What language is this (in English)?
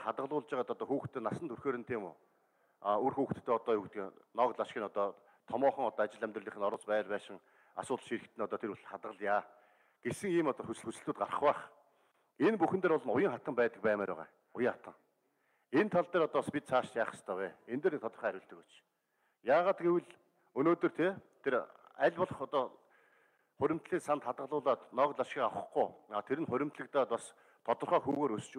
Mongolian